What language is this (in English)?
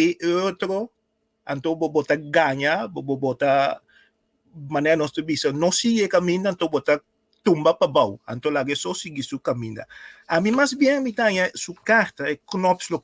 Papiamento